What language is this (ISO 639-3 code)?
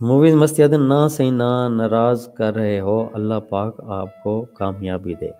skr